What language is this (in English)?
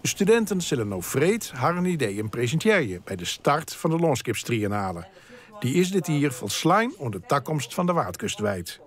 Western Frisian